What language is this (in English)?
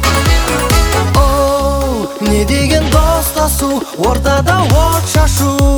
Kazakh